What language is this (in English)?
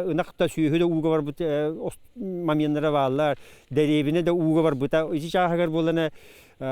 Yakut